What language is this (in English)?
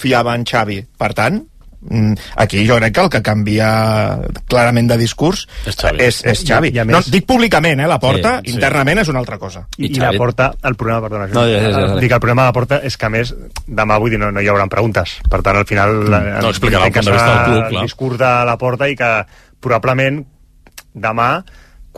Catalan